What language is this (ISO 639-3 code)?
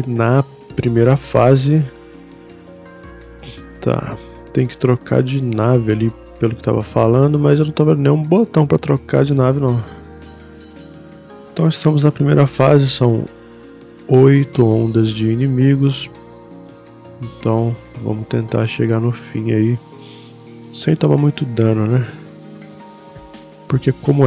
por